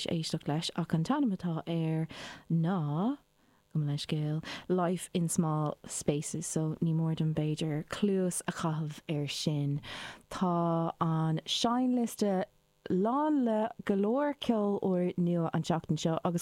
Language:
Irish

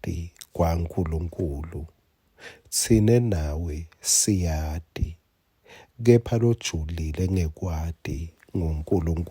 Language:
Swati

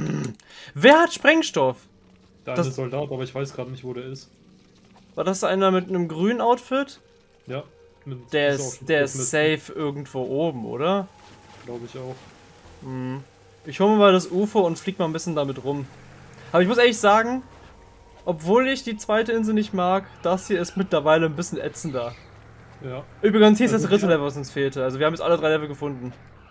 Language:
German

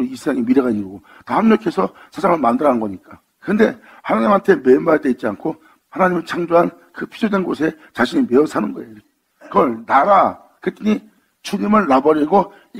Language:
Korean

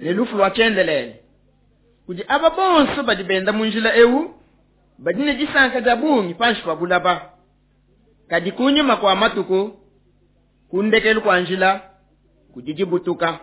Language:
Luba-Lulua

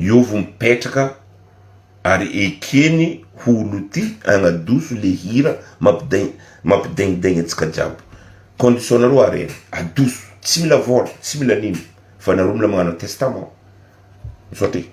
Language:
Malagasy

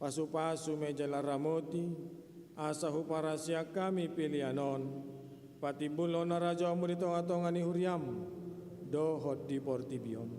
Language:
Batak Toba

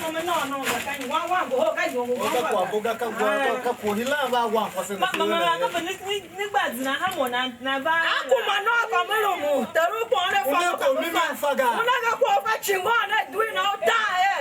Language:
Tiv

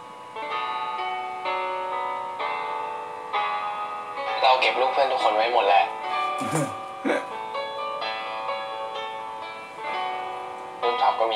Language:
Thai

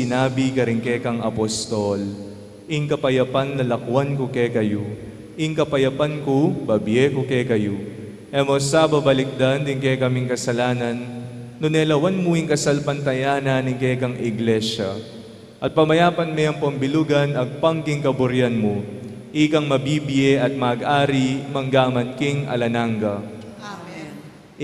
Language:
Pampanga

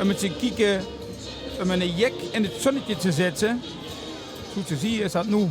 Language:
Limburgish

